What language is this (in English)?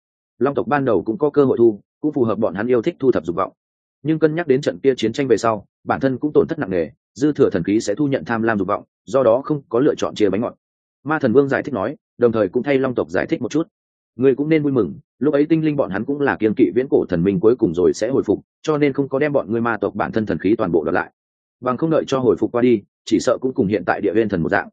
Vietnamese